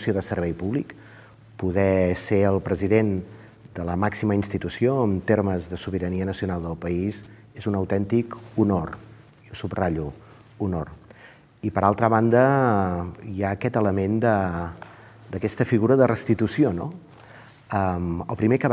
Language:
Catalan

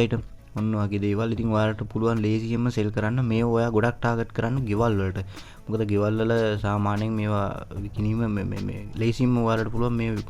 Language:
Sinhala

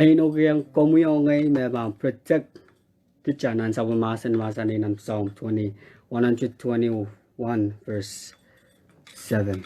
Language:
Pohnpeian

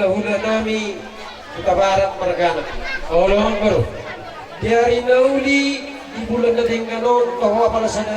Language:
Batak Toba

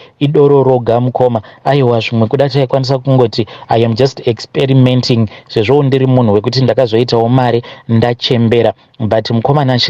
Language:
Shona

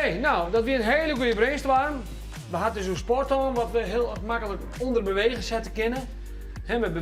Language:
Western Frisian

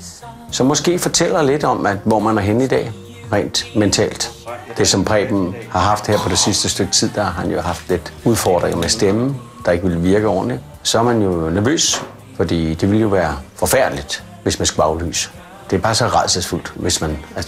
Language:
Danish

